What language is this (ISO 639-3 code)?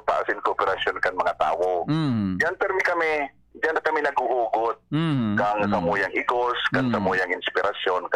bik